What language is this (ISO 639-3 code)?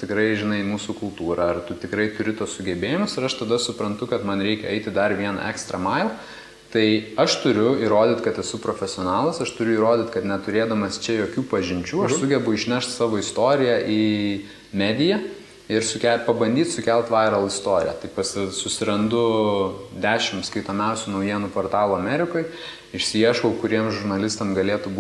lit